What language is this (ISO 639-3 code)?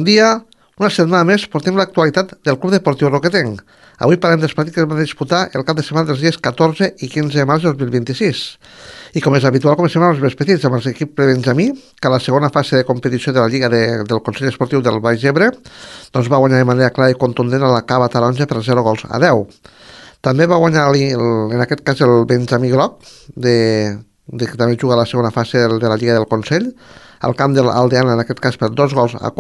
cat